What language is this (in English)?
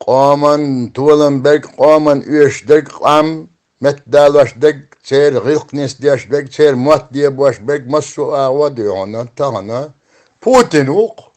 Chechen